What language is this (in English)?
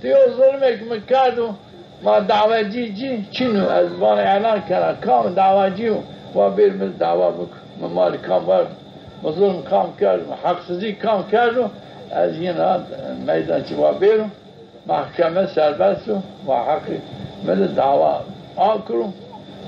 Zaza